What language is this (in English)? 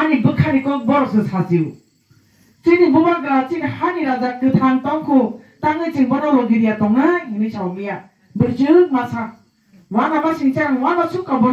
Kok Borok